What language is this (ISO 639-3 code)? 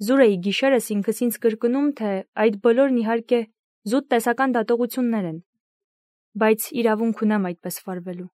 hye